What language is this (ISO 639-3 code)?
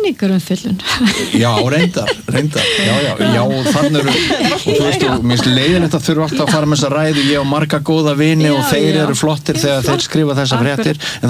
isl